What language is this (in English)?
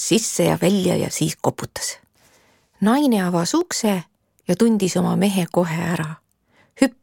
Estonian